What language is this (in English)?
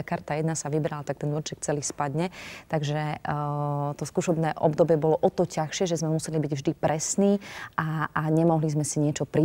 Slovak